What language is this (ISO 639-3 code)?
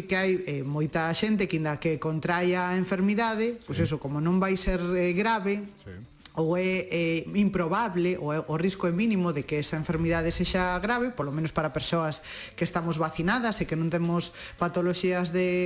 glg